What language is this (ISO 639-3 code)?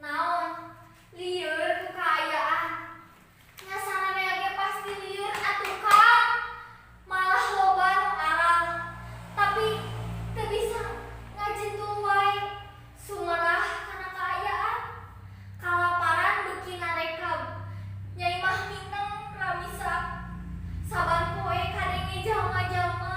sun